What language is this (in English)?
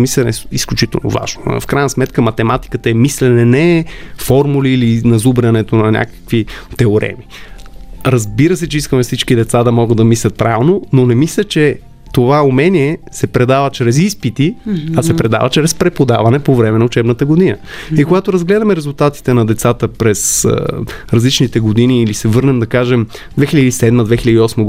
Bulgarian